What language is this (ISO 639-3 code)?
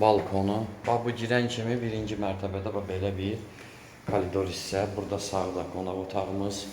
aze